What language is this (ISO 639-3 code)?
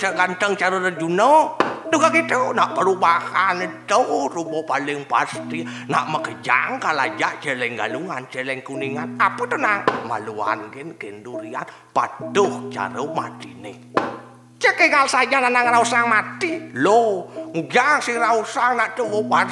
ban